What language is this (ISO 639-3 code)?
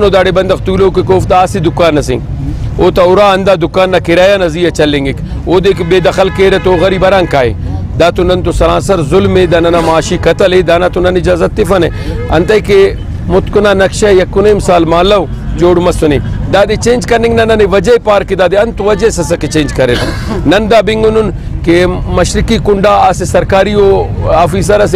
brh